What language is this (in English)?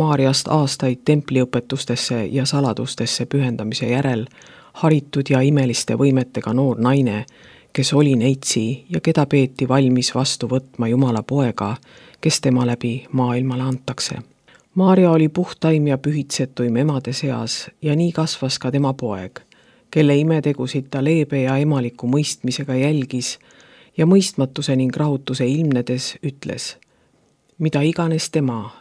Estonian